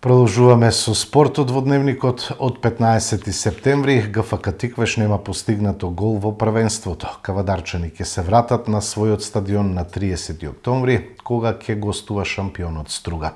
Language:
Macedonian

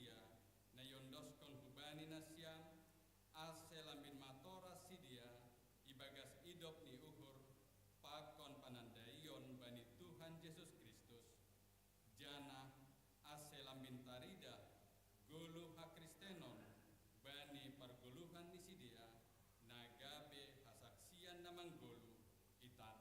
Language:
Batak Simalungun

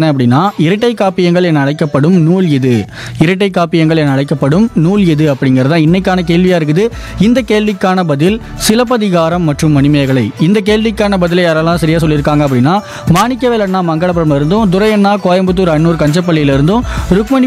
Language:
Tamil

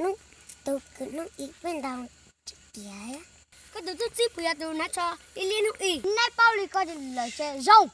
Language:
Hmong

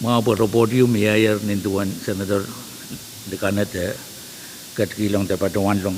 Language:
Pohnpeian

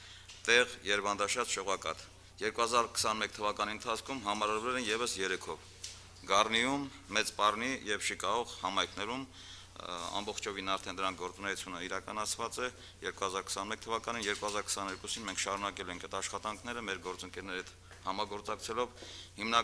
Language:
Armenian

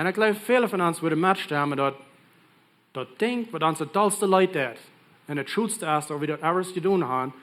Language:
Plautdietsch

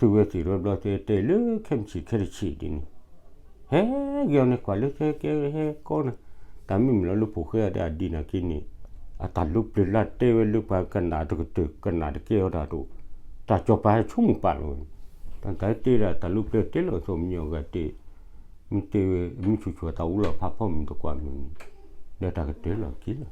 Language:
S'gaw Karen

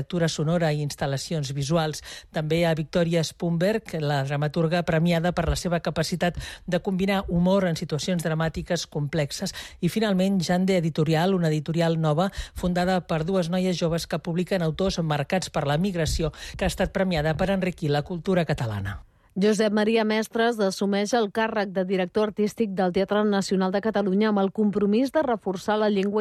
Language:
Catalan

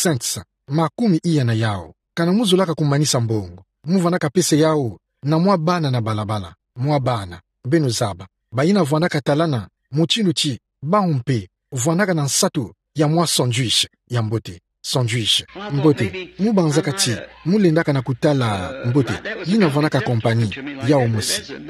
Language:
Kituba (Democratic Republic of Congo)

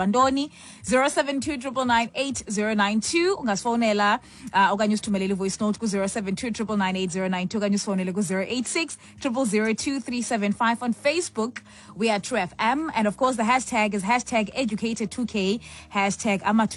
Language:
Xhosa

